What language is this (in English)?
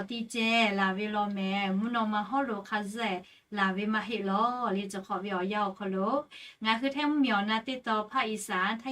Lahu